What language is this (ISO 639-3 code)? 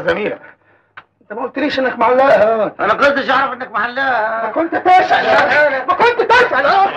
arz